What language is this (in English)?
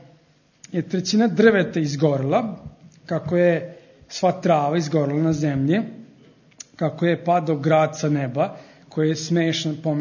Serbian